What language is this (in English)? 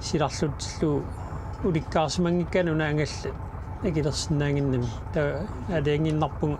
Kalaallisut